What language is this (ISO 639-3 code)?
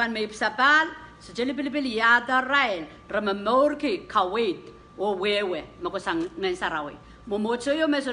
pon